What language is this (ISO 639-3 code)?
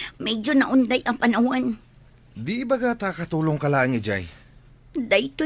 ilo